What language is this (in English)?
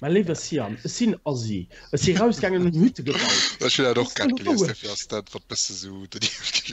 Luxembourgish